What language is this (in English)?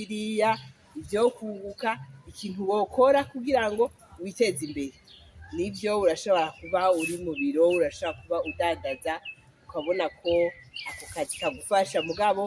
Rundi